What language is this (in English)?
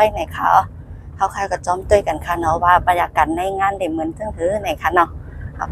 Shan